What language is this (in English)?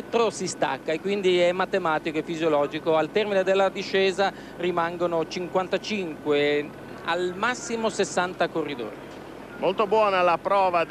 Italian